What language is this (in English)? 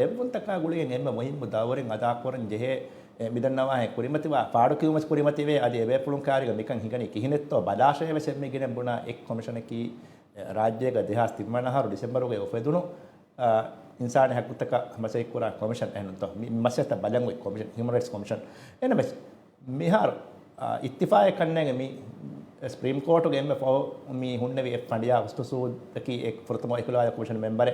Divehi